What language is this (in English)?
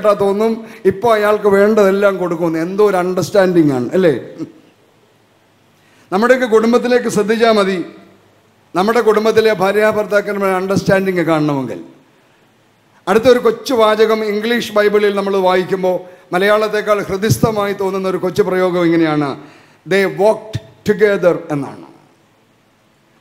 Malayalam